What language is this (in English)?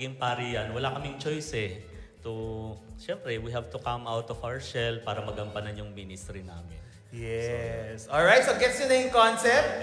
Filipino